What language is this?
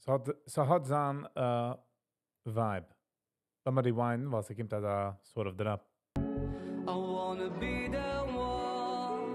Yiddish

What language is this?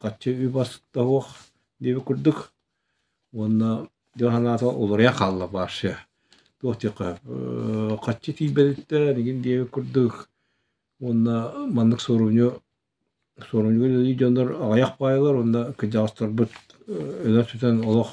Yakut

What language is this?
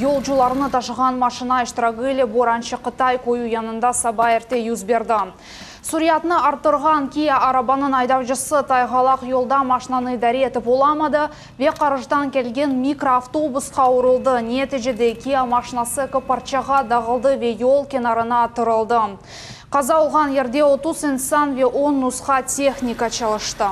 Crimean Tatar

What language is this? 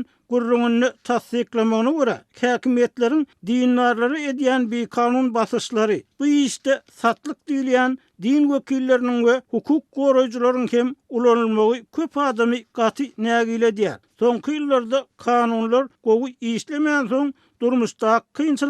Turkmen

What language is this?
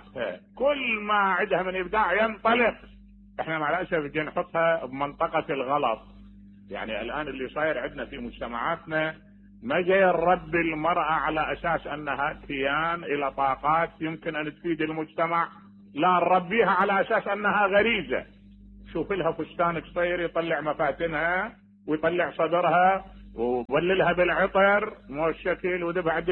Mesopotamian Arabic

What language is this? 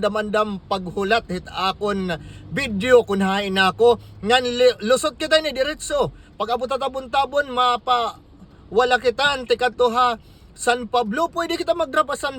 Waray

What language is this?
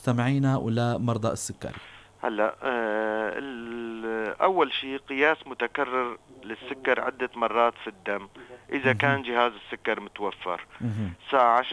North Levantine Arabic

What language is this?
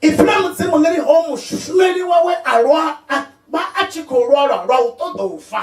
Venda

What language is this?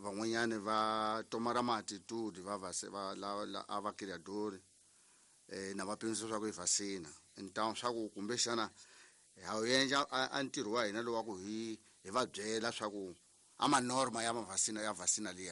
Tsonga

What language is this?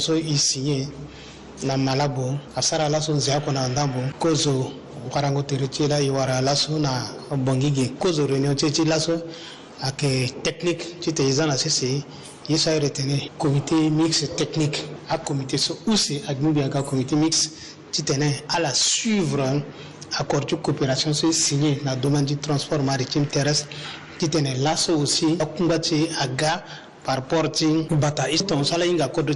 Sango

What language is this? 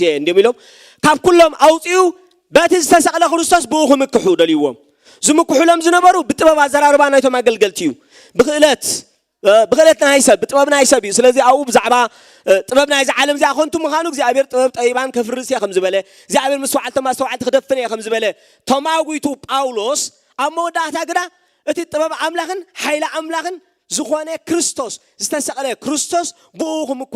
Tigrinya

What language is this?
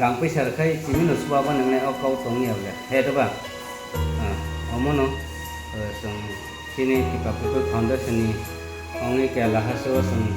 Kok Borok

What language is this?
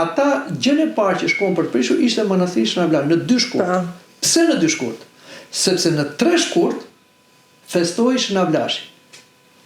Albanian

